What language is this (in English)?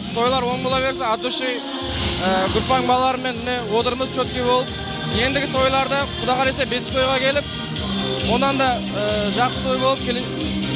Kara-Kalpak